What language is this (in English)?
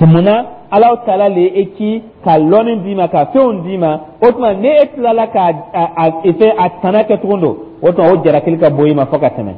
Dyula